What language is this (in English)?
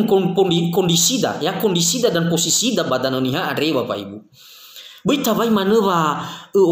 Nias